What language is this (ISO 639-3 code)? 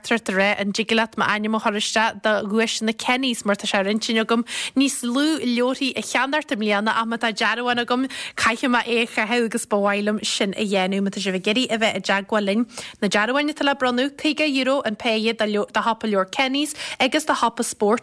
gle